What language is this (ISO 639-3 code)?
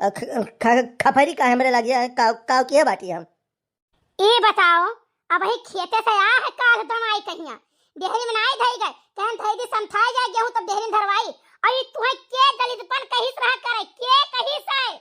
awa